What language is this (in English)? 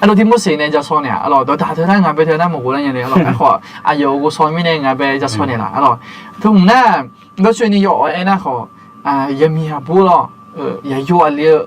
Akha